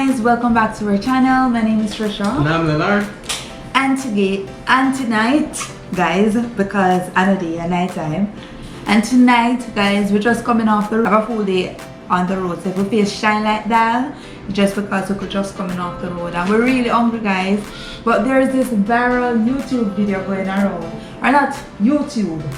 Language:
Jamaican Creole English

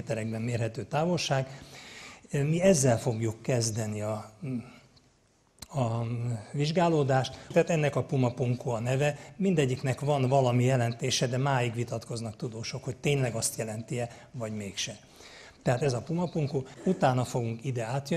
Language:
Hungarian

